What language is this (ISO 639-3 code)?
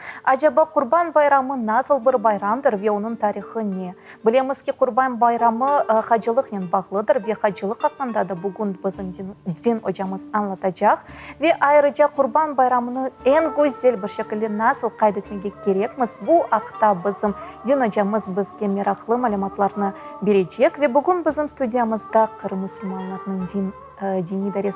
crh